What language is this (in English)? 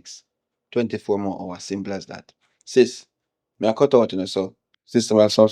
Jamaican Creole English